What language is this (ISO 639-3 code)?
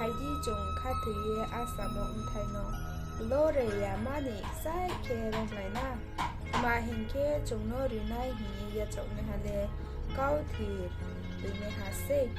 ria